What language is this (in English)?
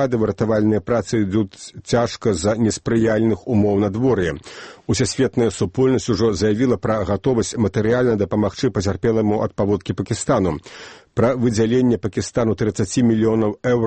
Belarusian